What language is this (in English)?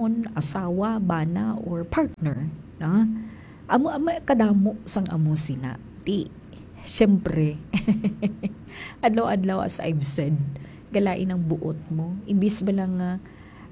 Hiligaynon